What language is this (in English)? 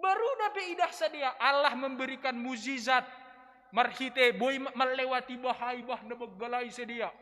Batak Simalungun